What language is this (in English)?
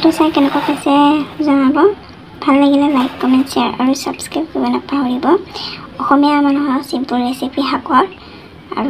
Assamese